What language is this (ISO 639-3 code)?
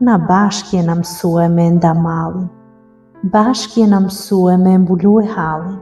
sqi